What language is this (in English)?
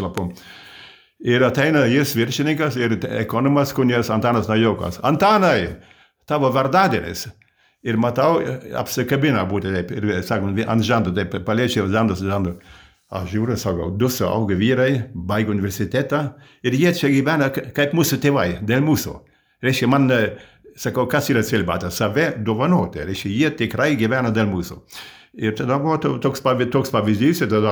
Lithuanian